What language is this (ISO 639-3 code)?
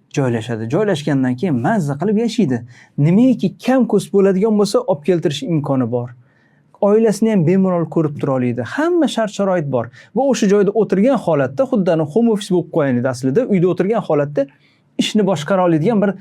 uzb